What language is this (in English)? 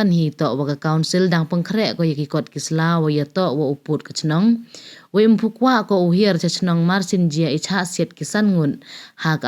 Pnar